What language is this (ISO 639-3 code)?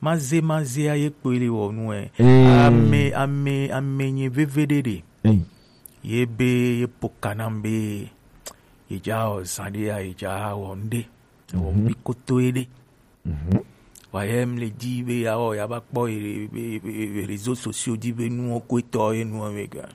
gej